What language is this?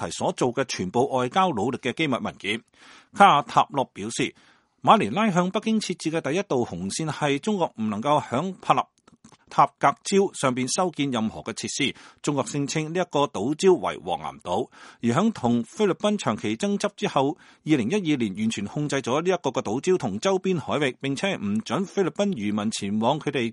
Cantonese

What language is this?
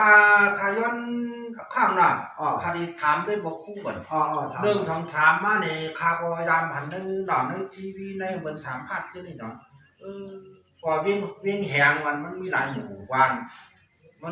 Shan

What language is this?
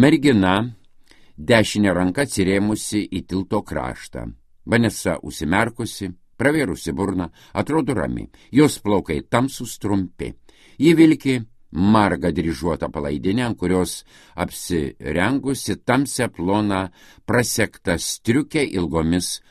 Lithuanian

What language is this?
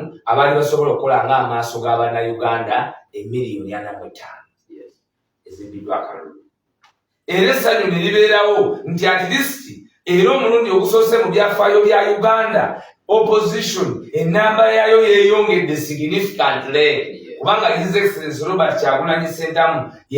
Ganda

